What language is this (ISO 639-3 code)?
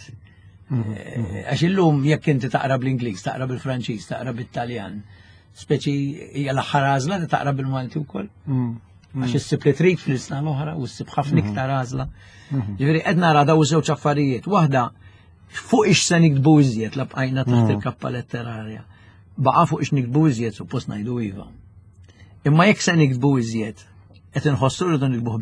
mlt